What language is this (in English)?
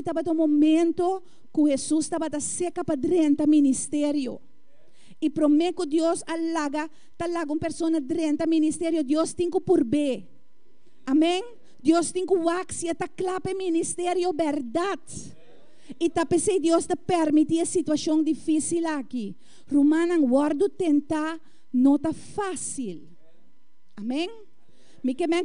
Papiamento